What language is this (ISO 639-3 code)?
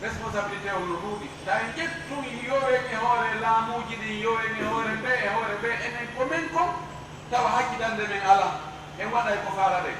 ful